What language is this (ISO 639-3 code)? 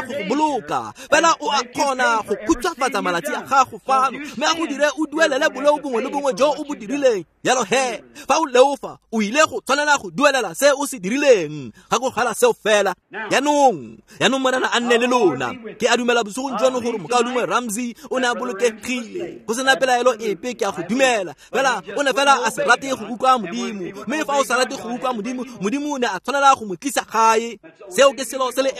tsn